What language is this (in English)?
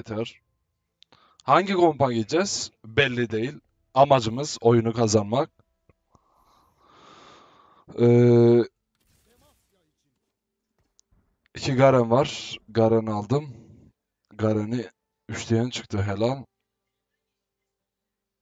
Turkish